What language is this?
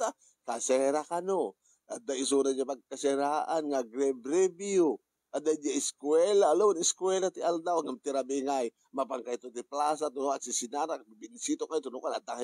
Iloko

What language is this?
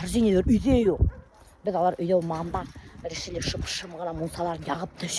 Bashkir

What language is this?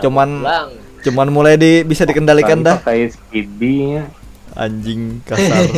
Banjar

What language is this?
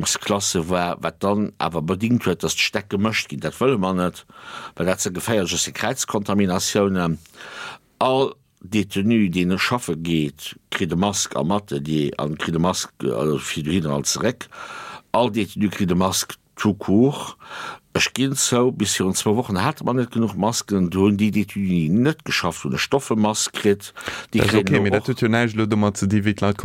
Luxembourgish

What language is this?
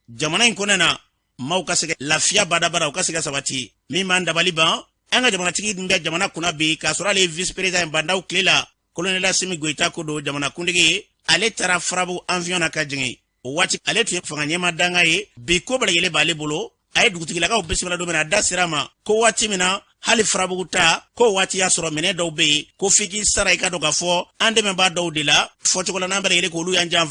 Bambara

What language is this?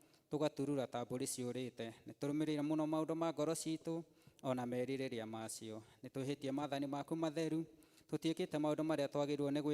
Kikuyu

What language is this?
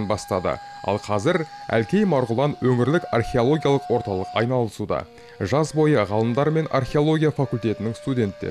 Kazakh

